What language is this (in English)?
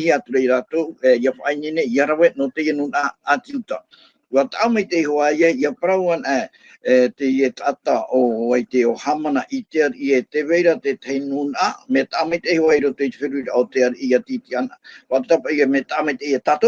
Tahitian